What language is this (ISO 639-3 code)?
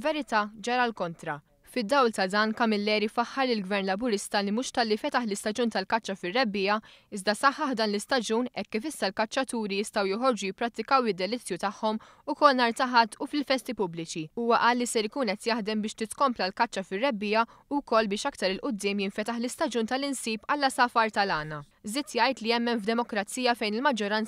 mlt